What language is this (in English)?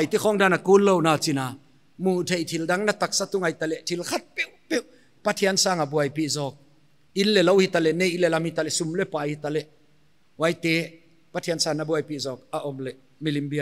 Paite Chin